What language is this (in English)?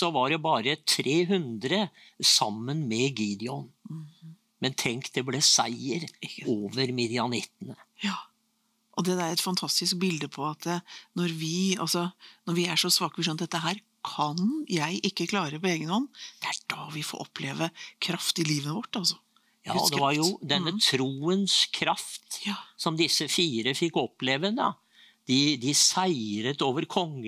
Norwegian